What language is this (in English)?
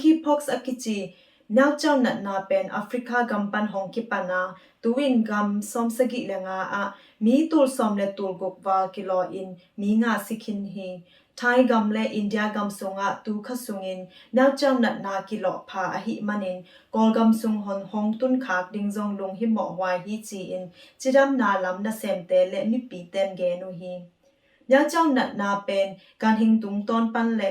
Tedim Chin